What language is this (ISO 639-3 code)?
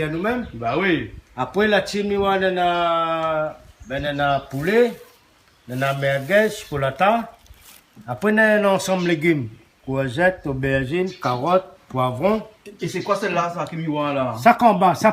rcf